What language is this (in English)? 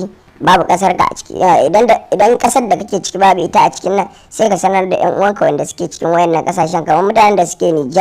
Hausa